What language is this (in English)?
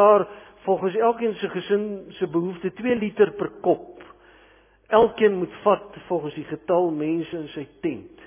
Afrikaans